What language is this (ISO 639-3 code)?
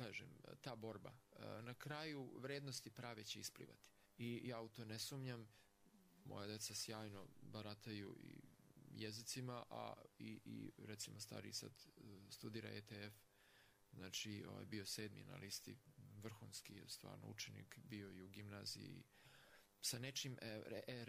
srp